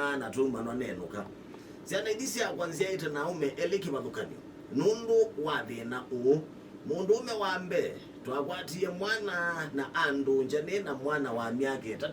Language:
Kamba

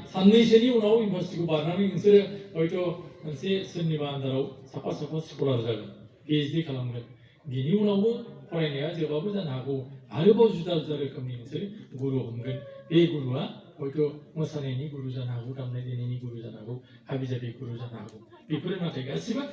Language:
Bodo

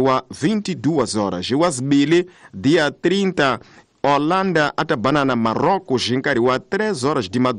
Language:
Tsonga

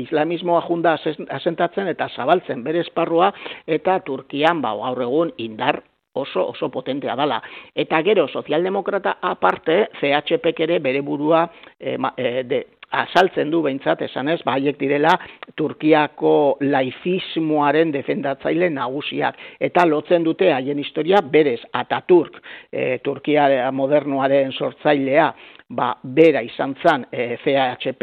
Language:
Basque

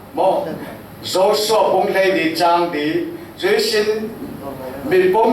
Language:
Falam Chin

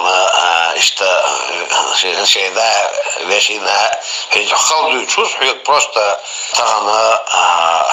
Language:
Chechen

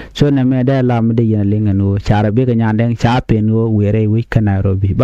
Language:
Nuer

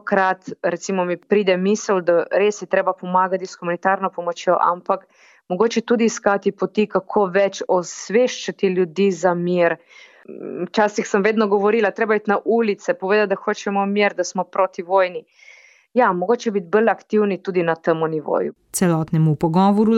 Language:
Slovenian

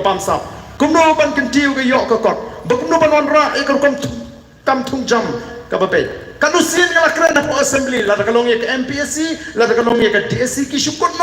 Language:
Khasi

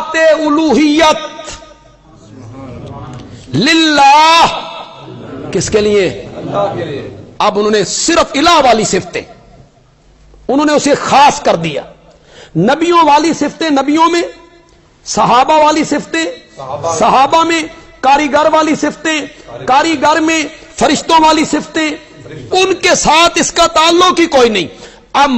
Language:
Urdu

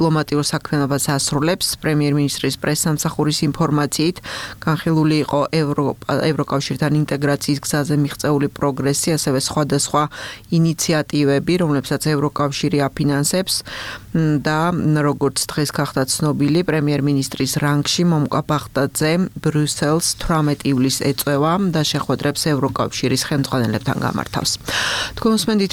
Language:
Georgian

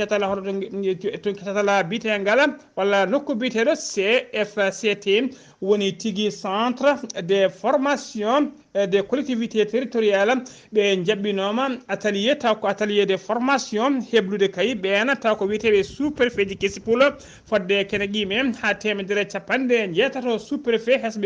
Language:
Fula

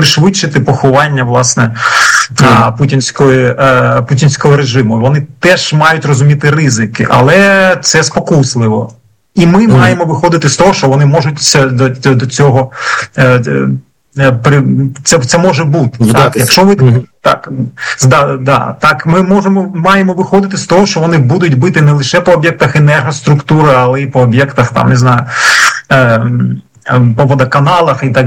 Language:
Ukrainian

